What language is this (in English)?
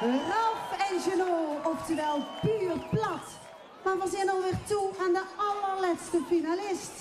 Limburgish